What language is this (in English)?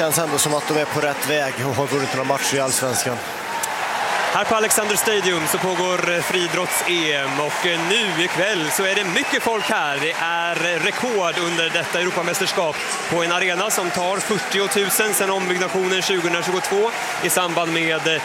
Swedish